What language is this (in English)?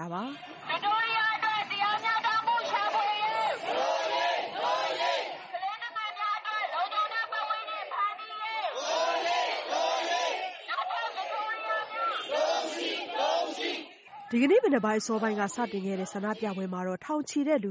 Burmese